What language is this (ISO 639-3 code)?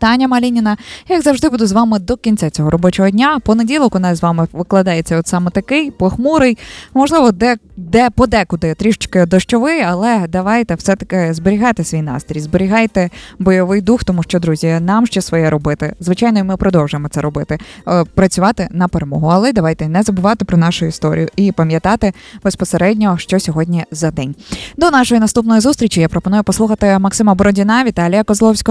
ukr